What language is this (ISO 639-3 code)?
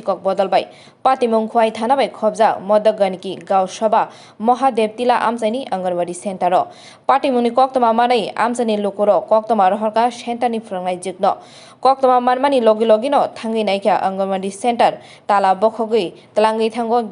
trp